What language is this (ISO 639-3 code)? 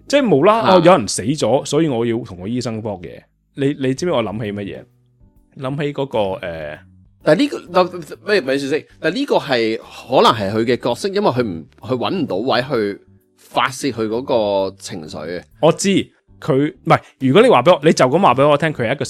yue